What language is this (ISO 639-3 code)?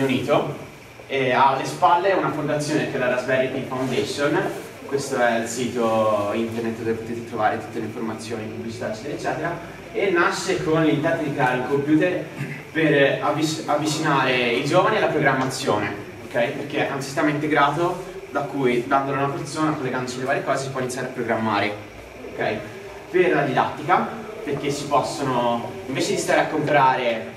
ita